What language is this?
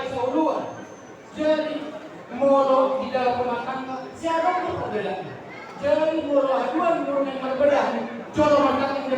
Batak Toba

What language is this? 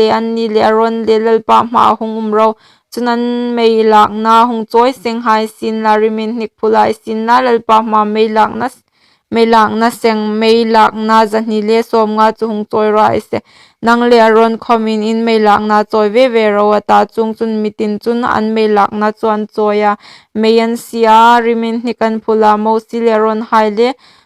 Hmar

